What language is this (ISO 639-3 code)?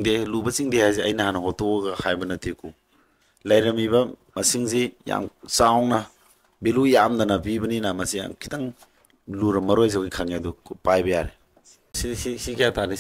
mni